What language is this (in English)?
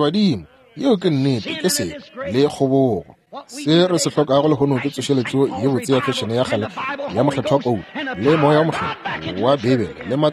Northern Sotho